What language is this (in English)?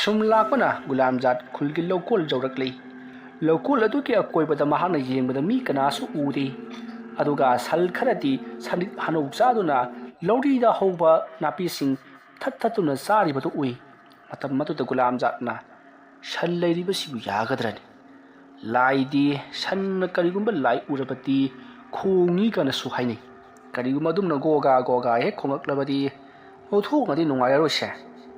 Manipuri